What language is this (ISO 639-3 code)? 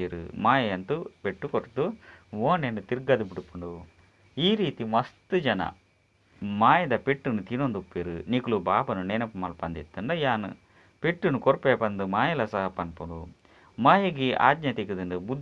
tcy